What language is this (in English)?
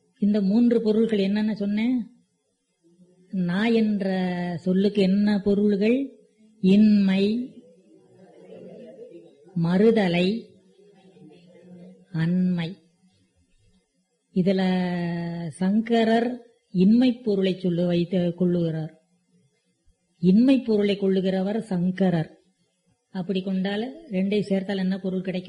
Tamil